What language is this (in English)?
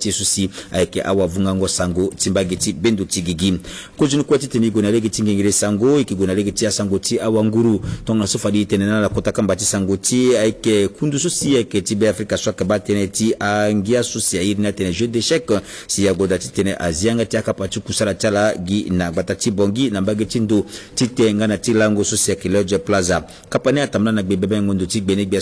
Sango